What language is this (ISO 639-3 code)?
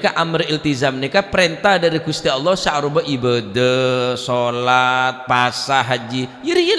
mad